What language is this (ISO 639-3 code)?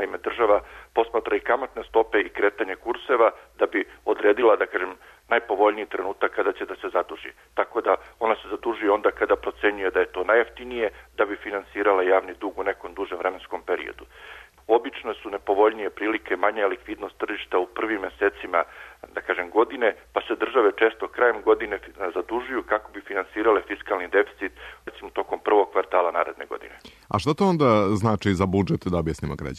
srp